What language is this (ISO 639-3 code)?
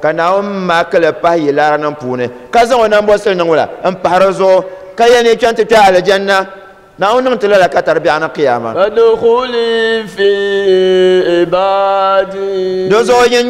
dag